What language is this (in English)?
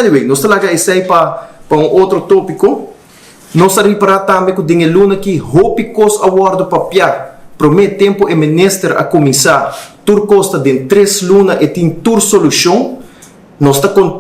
Papiamento